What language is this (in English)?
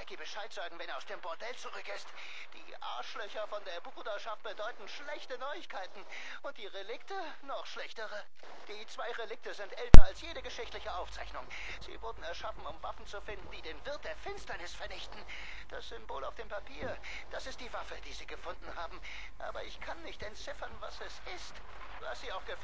Swiss German